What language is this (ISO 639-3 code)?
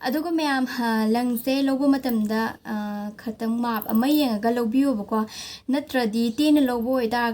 mni